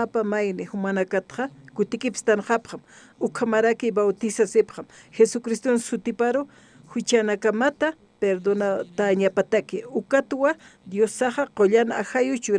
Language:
Aymara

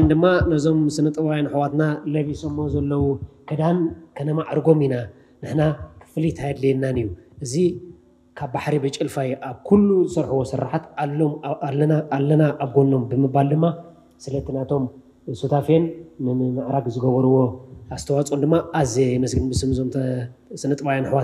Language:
Tigrinya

